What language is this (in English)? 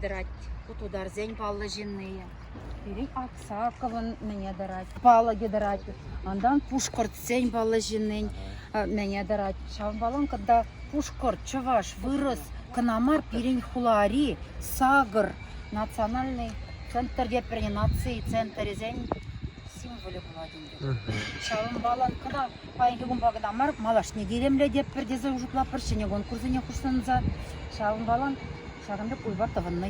Chuvash